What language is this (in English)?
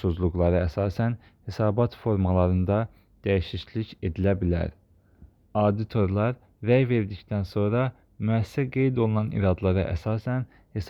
Azerbaijani